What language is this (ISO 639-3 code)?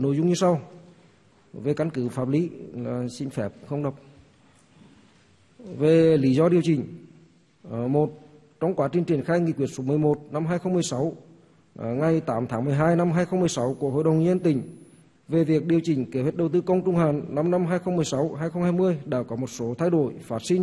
vie